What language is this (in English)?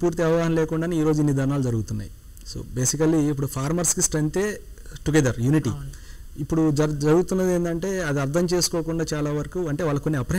Telugu